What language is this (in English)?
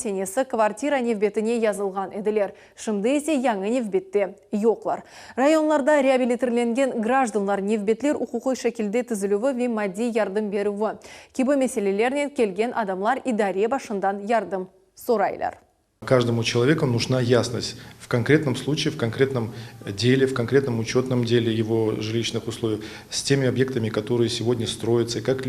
Crimean Tatar